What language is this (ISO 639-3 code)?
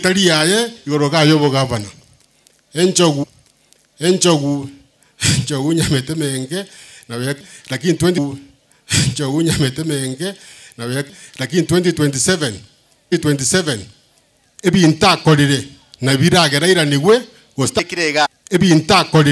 guz